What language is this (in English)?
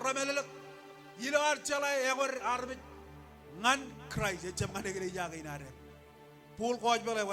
Marshallese